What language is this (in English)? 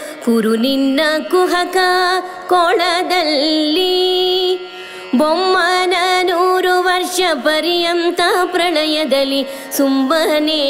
Kannada